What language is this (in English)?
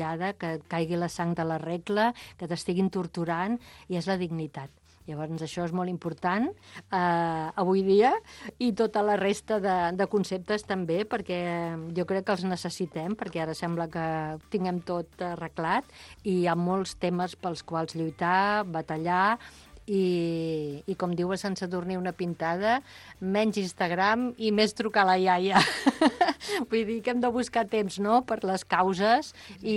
Catalan